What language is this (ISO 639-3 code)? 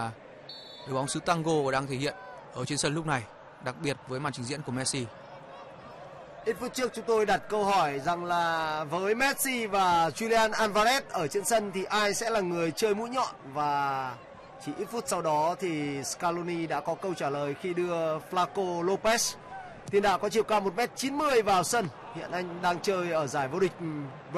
vie